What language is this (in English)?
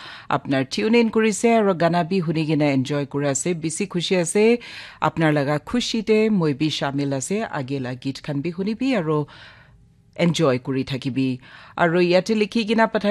Naga Pidgin